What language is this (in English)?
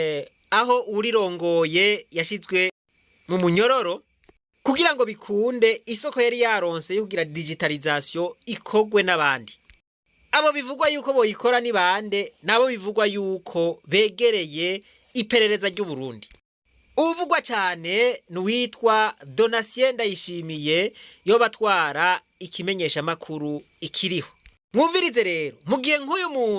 Rundi